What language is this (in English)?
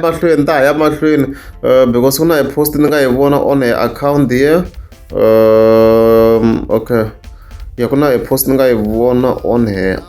Tsonga